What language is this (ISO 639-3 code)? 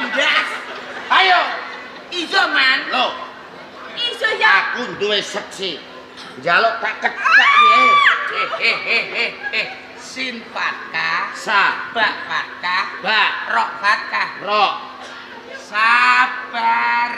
jav